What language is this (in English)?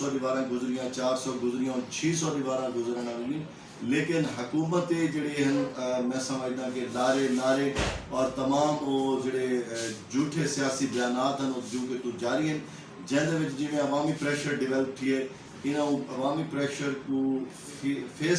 Saraiki